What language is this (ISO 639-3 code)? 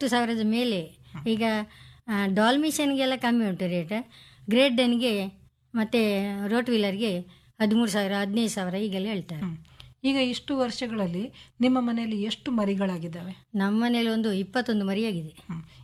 kan